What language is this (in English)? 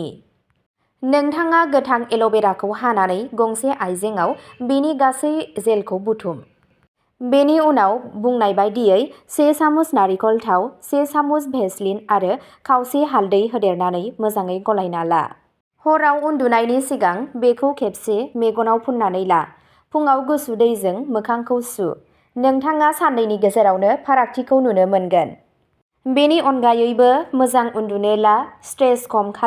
Bodo